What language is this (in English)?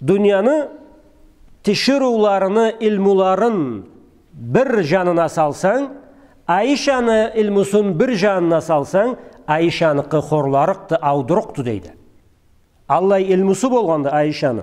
Karachay-Balkar